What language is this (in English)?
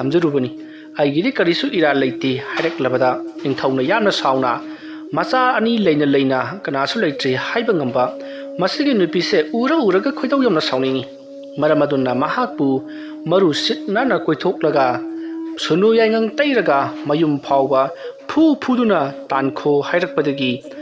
Manipuri